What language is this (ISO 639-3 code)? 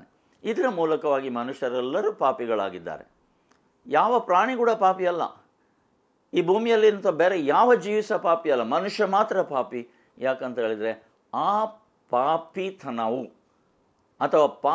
kan